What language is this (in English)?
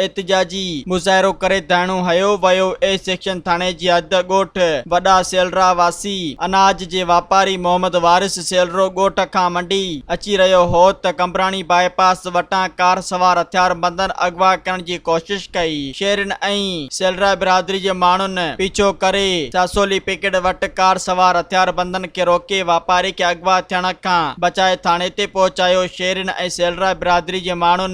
Sindhi